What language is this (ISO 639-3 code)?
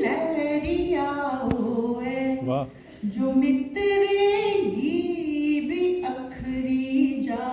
doi